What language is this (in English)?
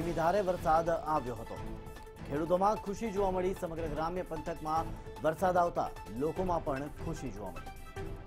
Gujarati